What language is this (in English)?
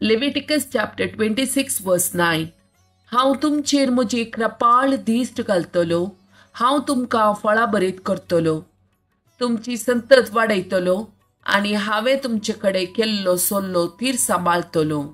Konkani